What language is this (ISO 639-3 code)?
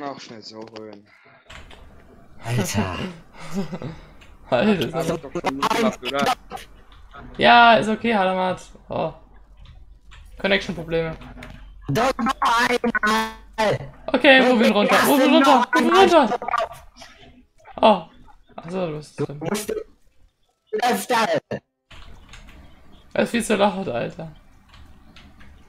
deu